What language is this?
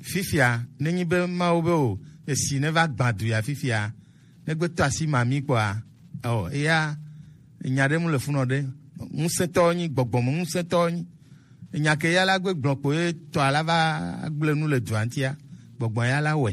Gen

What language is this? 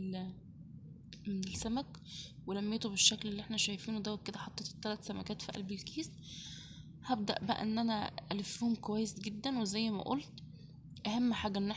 Egyptian Arabic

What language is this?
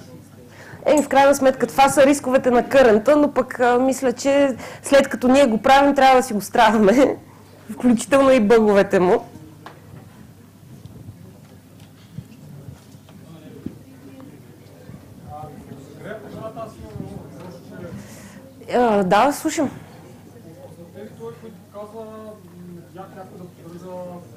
Bulgarian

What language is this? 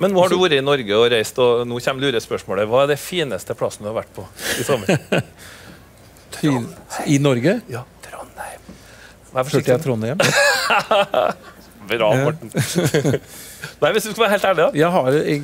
Norwegian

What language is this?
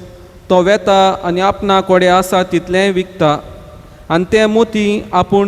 Konkani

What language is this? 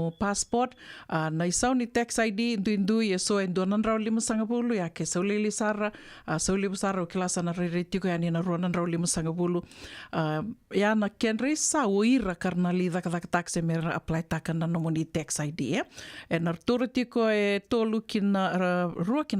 Fijian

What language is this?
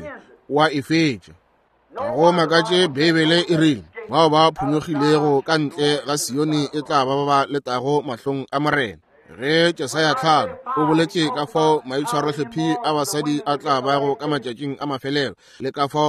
Northern Sotho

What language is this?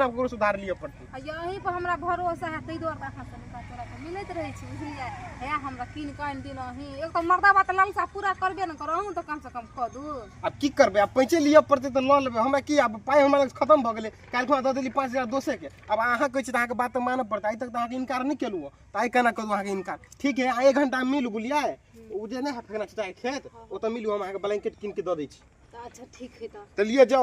Maithili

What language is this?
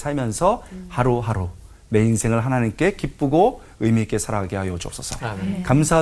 Korean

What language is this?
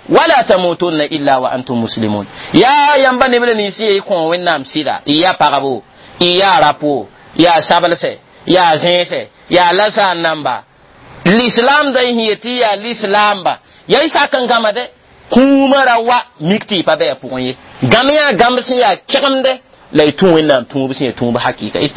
Mossi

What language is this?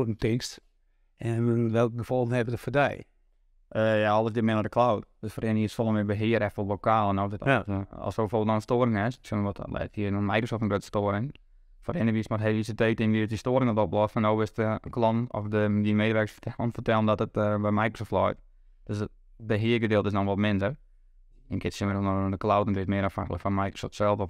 Western Frisian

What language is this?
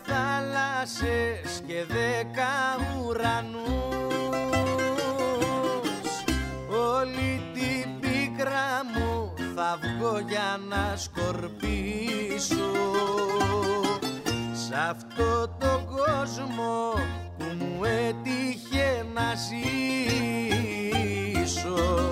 Greek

